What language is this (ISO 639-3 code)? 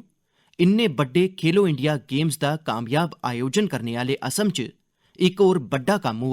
doi